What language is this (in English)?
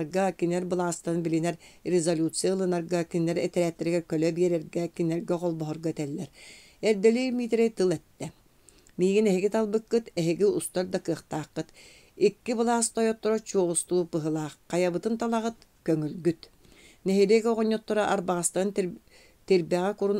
Yakut